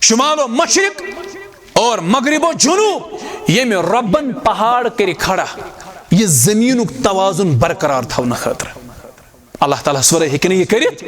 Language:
Kashmiri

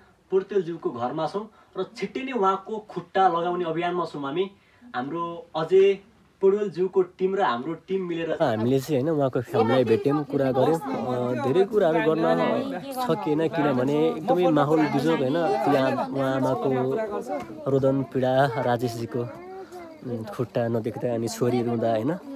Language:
Nepali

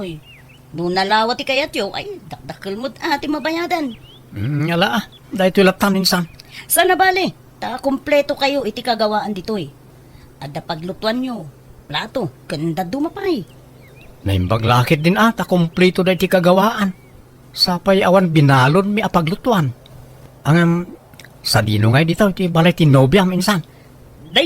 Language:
Iloko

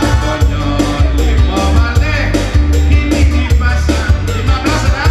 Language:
Minangkabau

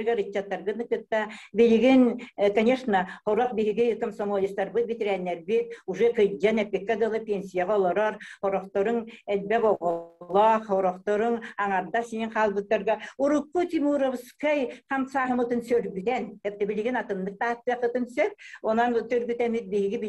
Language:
Yakut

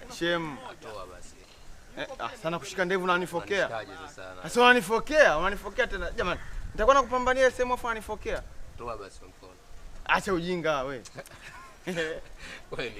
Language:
Swahili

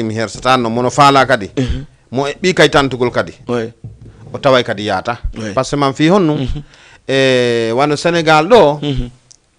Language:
Fula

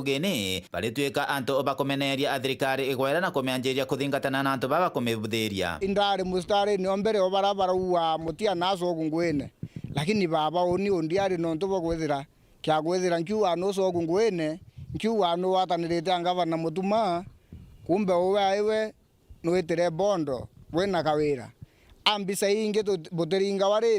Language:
Meru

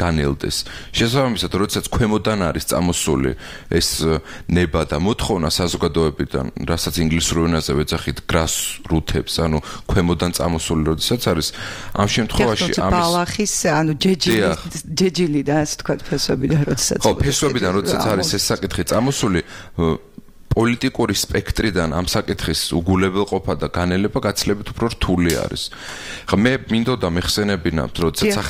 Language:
Georgian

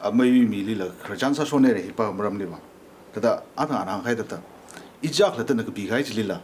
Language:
Tangkhul Naga (India)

